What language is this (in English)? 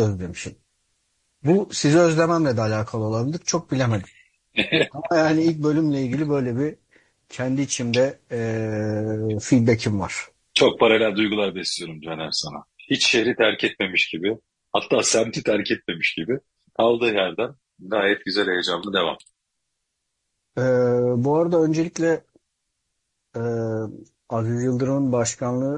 Turkish